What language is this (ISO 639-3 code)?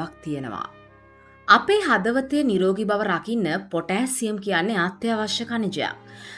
sin